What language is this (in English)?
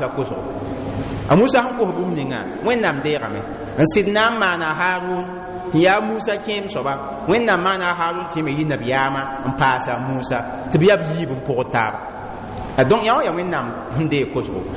Mossi